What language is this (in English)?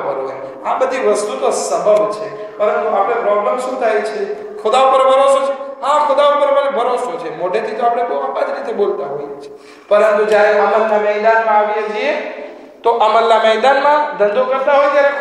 Gujarati